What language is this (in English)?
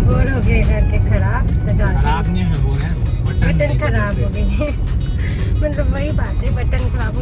Chhattisgarhi